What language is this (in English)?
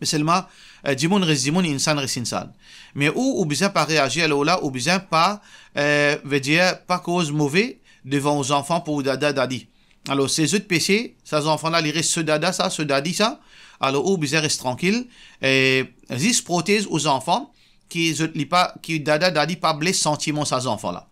Morisyen